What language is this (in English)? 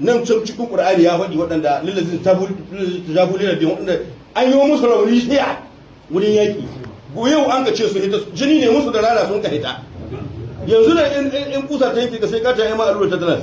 Hausa